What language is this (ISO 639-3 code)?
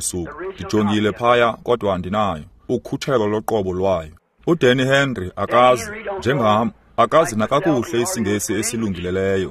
xho